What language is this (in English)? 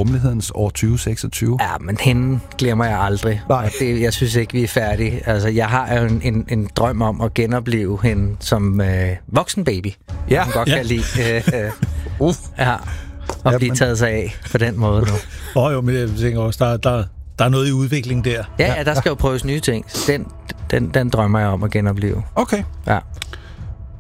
Danish